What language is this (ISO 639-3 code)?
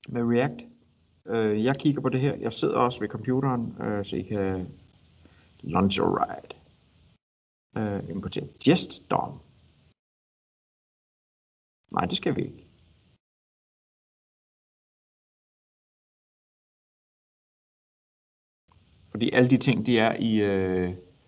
dan